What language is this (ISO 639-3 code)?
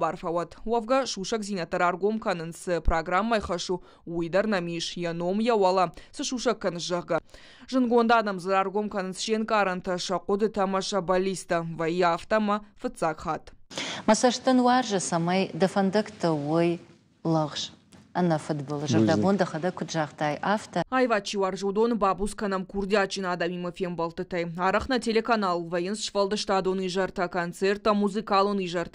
oss